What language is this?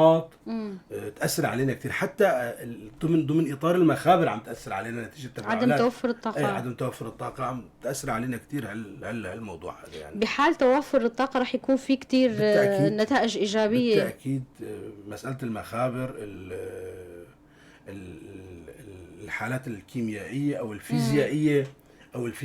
North Levantine Arabic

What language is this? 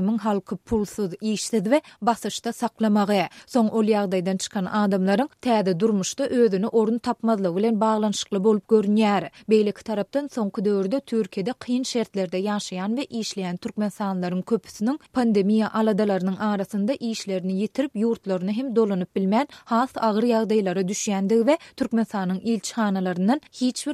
Turkmen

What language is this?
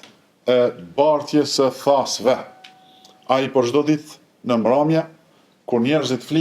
Albanian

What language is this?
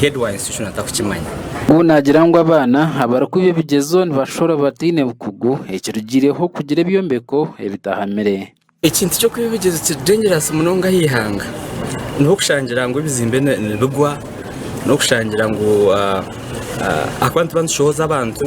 Nyankole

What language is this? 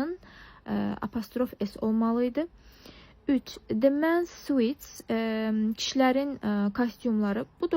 Azerbaijani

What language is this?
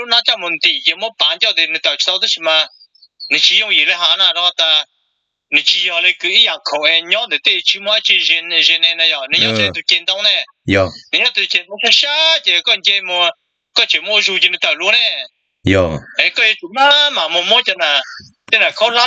Hmong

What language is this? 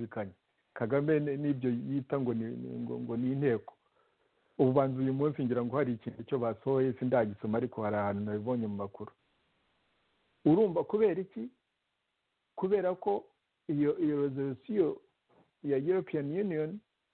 Kinyarwanda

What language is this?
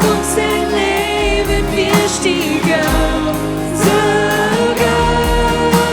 Plautdietsch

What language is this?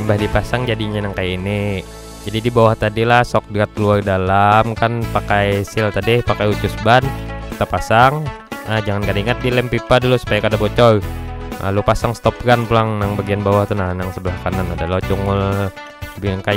Banjar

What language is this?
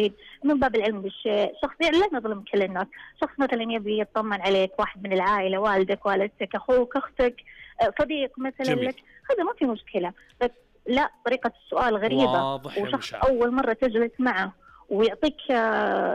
Najdi Arabic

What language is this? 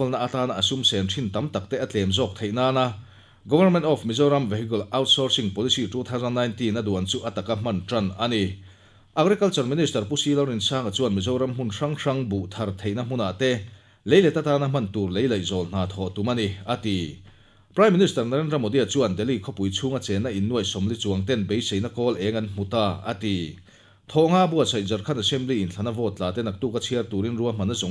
Mizo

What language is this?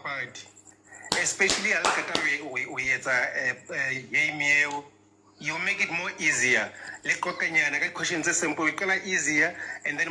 Southern Sotho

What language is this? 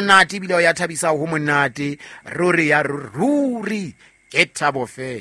Southern Sotho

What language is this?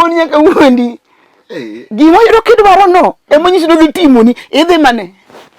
Luo (Kenya and Tanzania)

